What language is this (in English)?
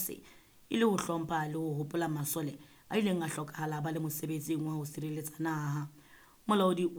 Southern Sotho